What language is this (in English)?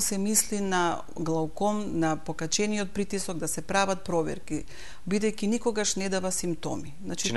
Macedonian